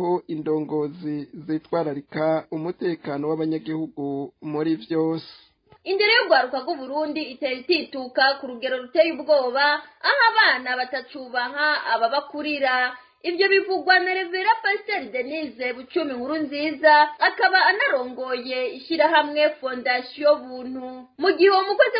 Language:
Rundi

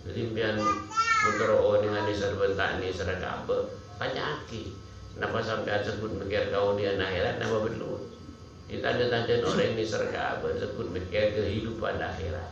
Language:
Madurese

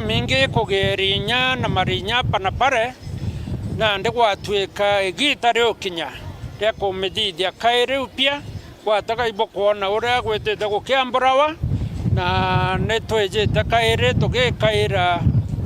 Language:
Meru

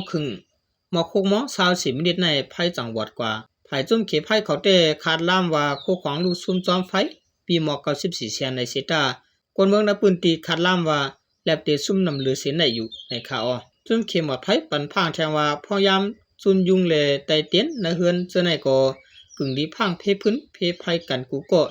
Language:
Shan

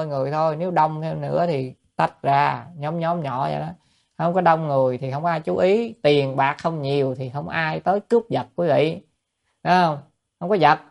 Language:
Vietnamese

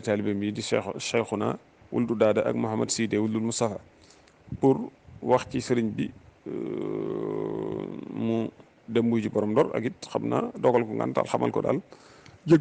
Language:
Wolof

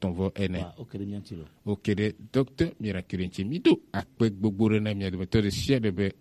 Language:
Gen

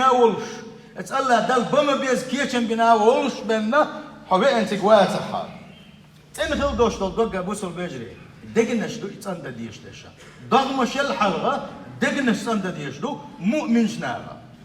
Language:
Chechen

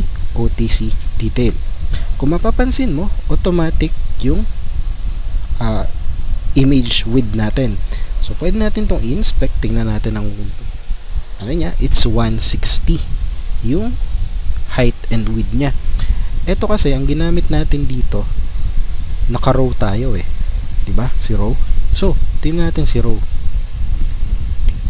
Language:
Filipino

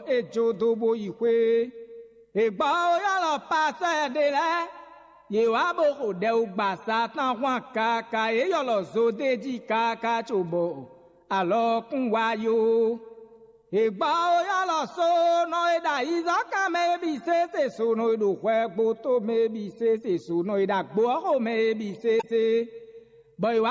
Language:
Fon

